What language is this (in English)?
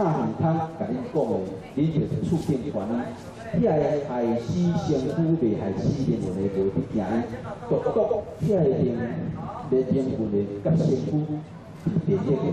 Min Nan Chinese